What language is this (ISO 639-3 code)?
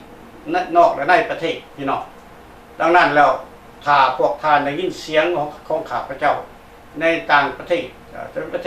lao